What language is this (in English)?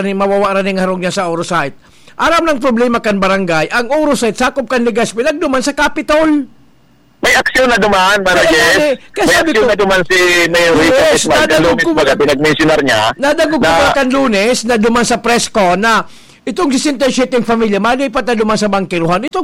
Bikol